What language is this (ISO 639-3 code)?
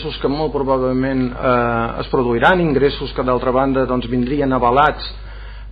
cat